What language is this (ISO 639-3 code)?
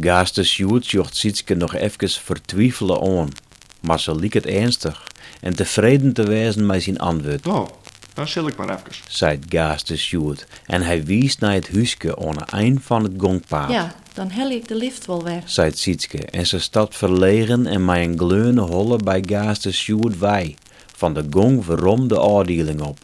fry